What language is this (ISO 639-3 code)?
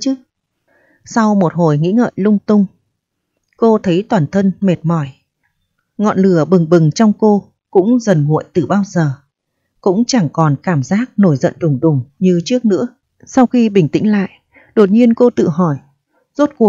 vie